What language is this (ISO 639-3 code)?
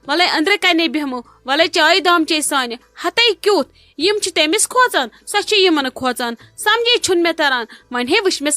kas